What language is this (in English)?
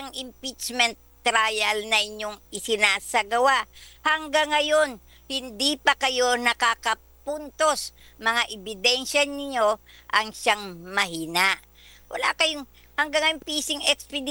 Filipino